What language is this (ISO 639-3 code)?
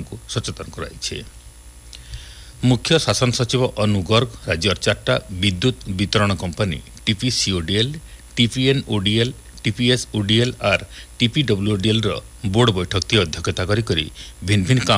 ori